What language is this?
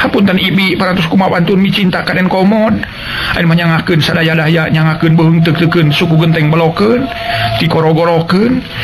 Sundanese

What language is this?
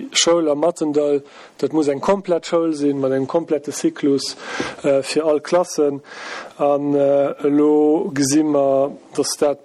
Luxembourgish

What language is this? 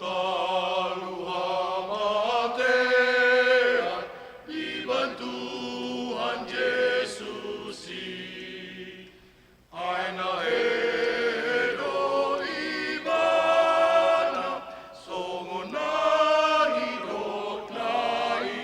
Batak Toba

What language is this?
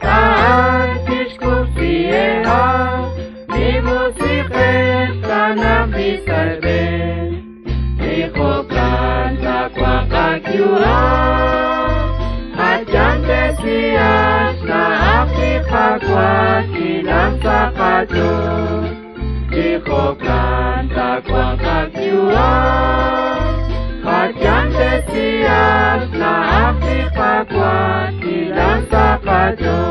Kekchí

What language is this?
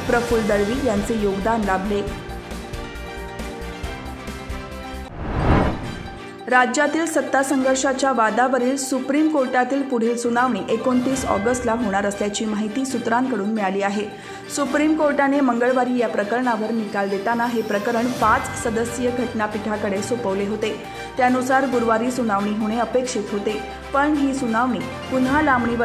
Marathi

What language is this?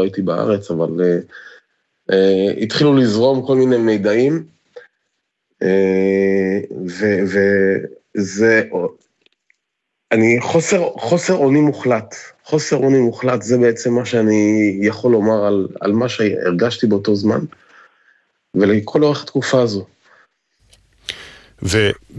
Hebrew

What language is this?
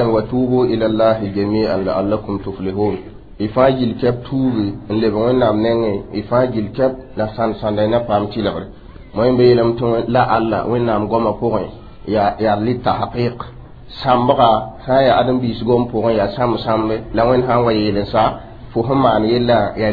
Mossi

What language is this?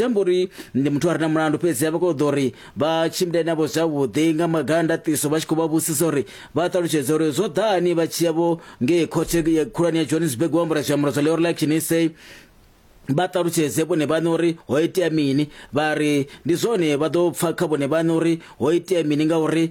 Venda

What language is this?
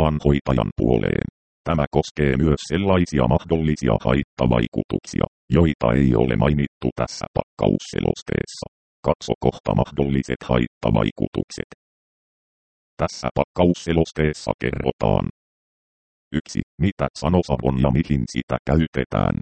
Finnish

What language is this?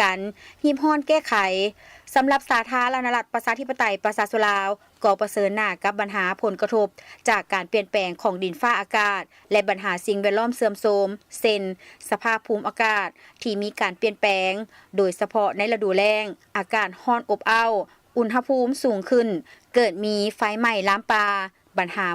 Lao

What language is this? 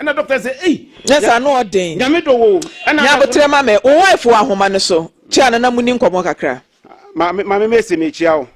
Akan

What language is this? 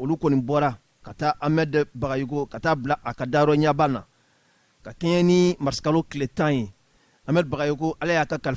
Bambara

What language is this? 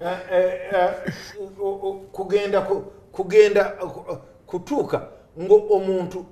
Ganda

